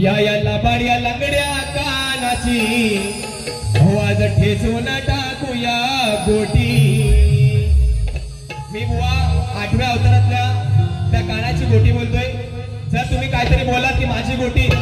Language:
Marathi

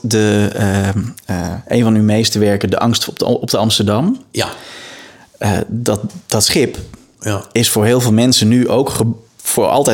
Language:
Dutch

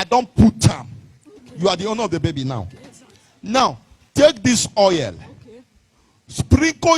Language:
Nigerian Pidgin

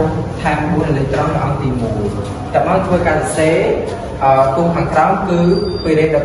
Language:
Khmer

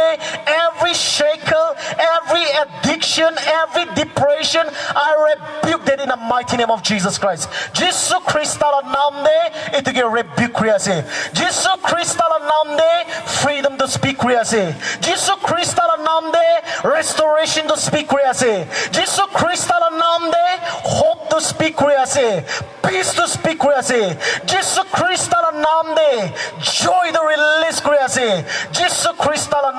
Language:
Naga Pidgin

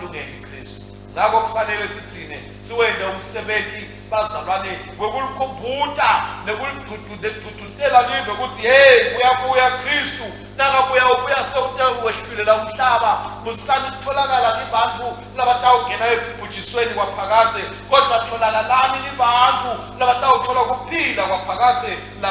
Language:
Swati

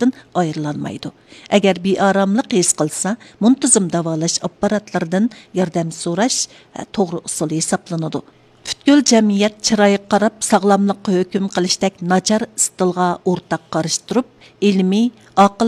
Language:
Uyghur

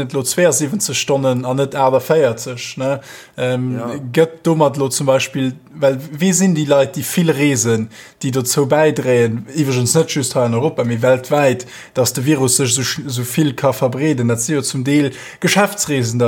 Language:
Luxembourgish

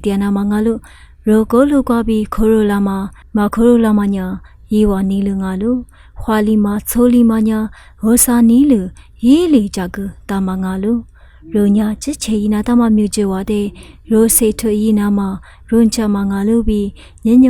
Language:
Lisu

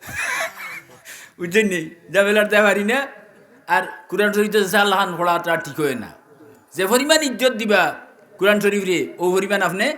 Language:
Sylheti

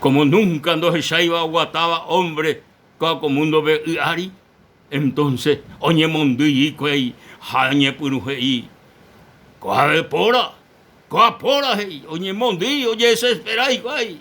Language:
Guarani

